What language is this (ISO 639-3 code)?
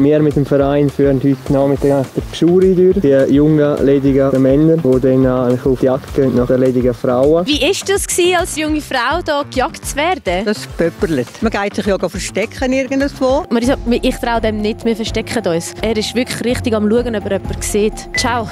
gsw